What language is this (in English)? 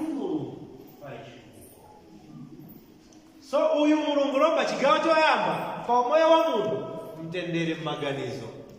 Nyanja